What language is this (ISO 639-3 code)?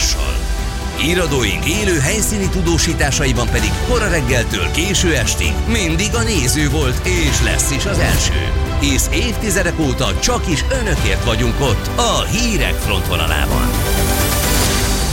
hun